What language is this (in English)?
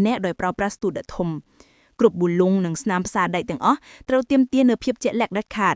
Khmer